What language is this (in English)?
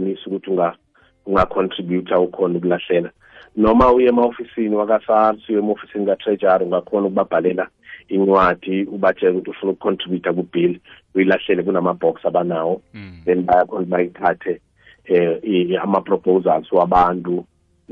South Ndebele